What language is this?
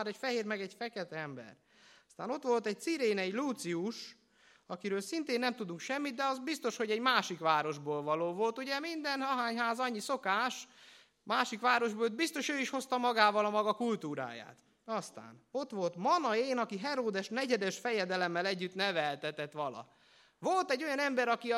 Hungarian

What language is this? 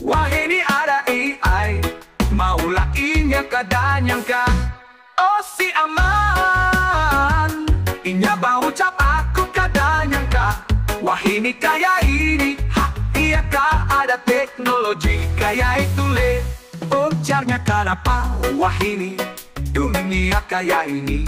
Banjar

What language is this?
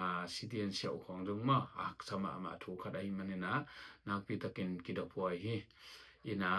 Tedim Chin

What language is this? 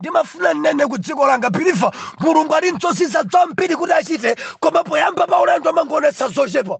Nyanja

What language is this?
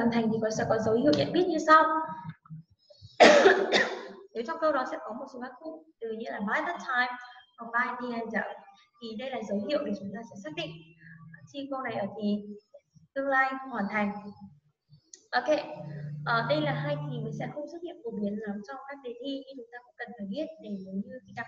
Vietnamese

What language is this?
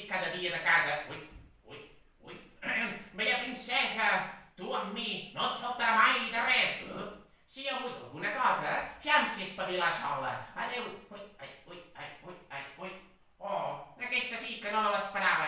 Catalan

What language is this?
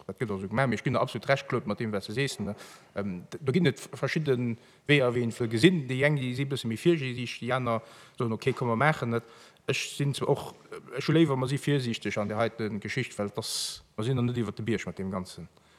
Luxembourgish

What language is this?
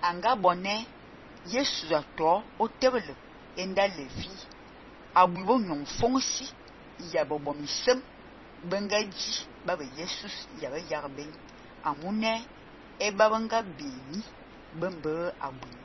Fang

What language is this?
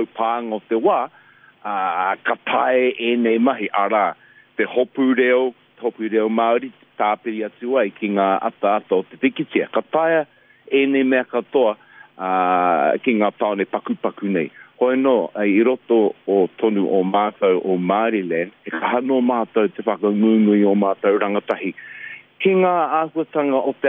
Māori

